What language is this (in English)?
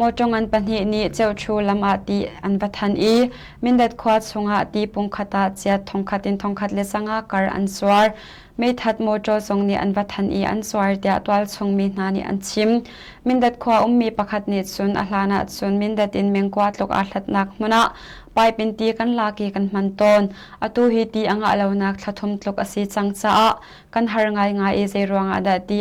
Hakha Chin